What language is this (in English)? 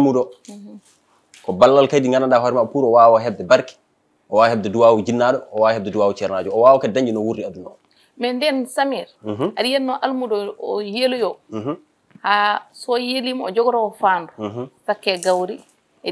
Fula